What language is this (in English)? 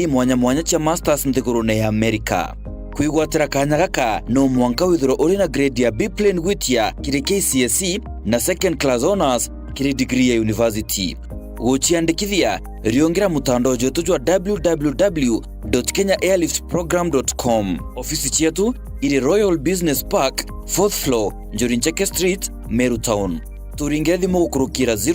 Meru